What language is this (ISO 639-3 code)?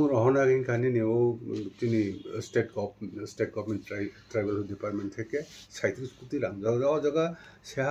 trp